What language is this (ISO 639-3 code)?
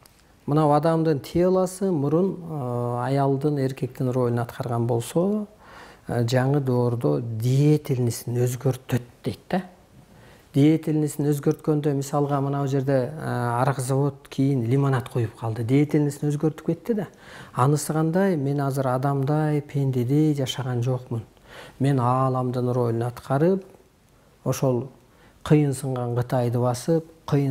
kir